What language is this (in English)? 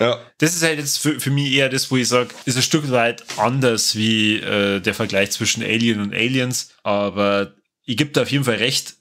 Bavarian